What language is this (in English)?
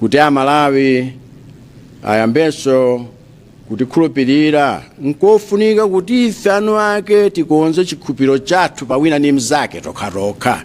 Nyanja